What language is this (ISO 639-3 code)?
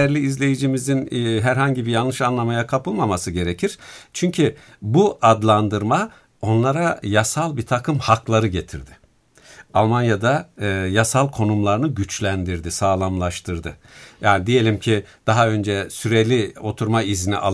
tur